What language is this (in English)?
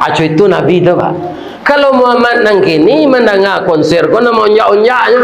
Minangkabau